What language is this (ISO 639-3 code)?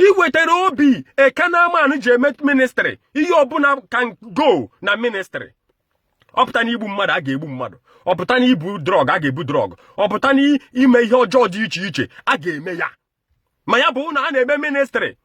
ibo